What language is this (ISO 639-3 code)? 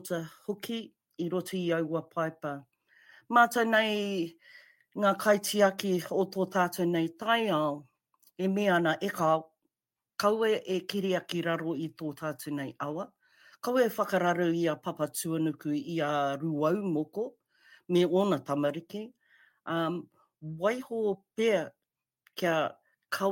mri